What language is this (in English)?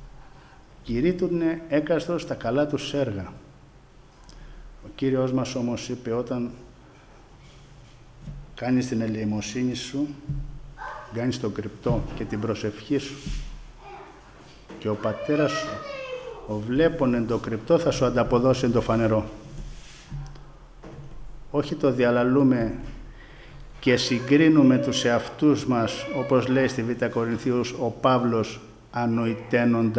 Greek